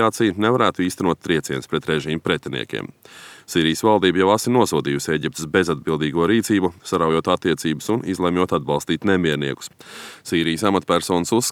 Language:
Latvian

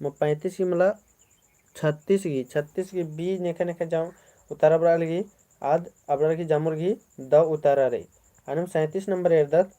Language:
Kurukh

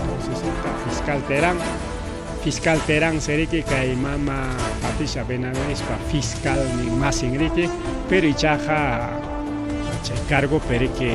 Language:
Ayacucho Quechua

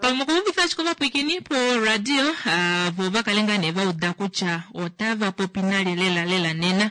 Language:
Kuanyama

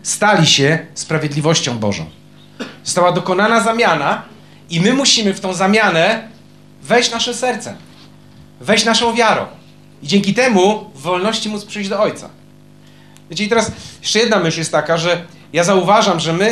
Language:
Polish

